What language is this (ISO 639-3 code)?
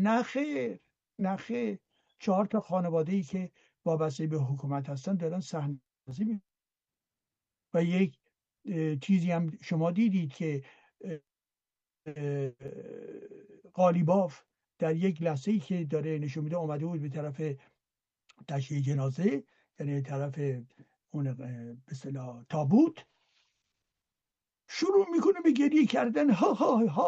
fas